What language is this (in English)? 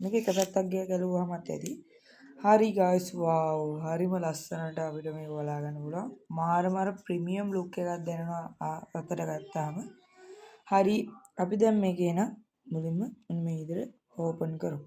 Sinhala